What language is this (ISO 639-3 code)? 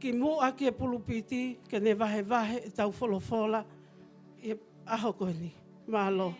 ton